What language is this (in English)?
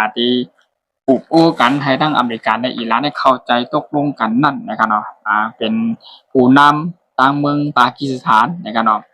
Shan